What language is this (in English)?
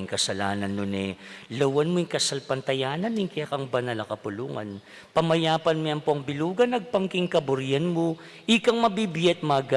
Pampanga